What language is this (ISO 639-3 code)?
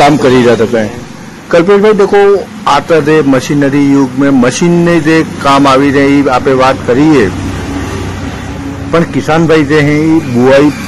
guj